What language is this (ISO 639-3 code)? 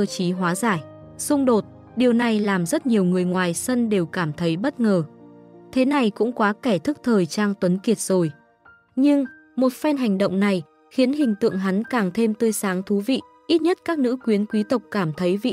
vie